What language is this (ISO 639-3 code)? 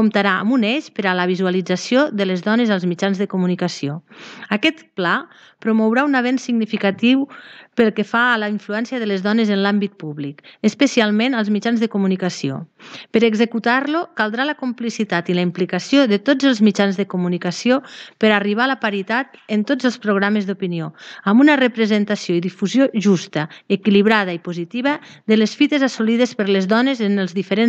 cat